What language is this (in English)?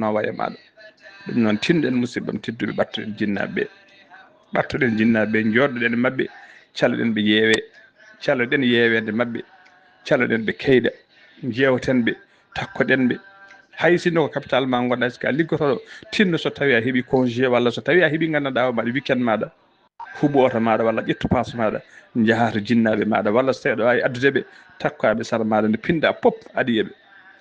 Fula